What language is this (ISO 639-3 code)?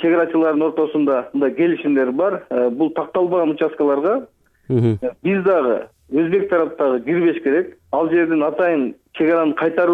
kir